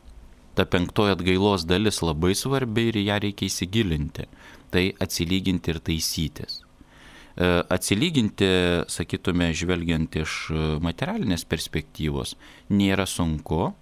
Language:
Lithuanian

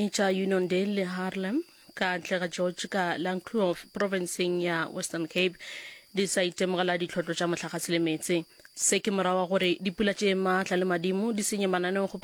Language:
Northern Sotho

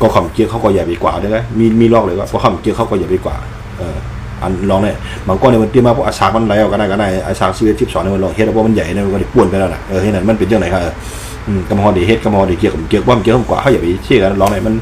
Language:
Shan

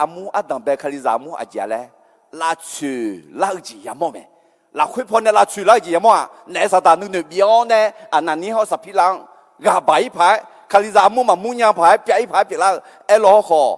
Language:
Akha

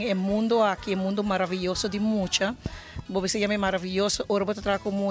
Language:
Papiamento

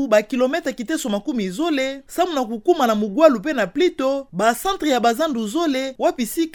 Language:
Kituba (Democratic Republic of Congo)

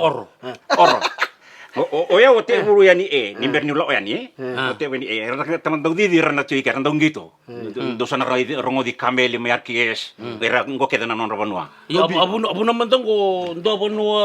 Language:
Fijian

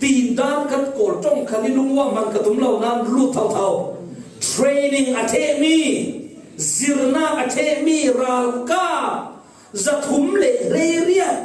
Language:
Falam Chin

